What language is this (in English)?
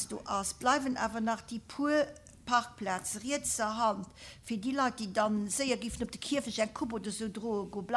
Luxembourgish